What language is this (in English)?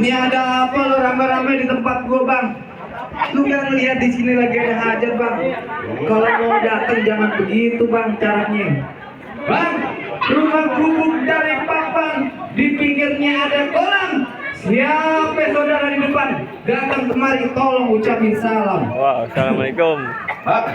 Betawi